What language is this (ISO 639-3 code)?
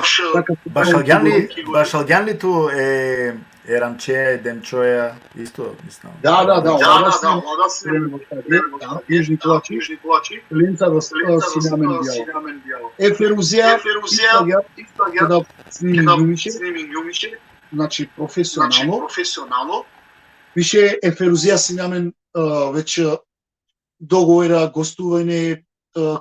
rmn